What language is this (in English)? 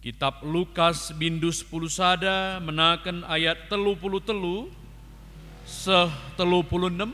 Batak Karo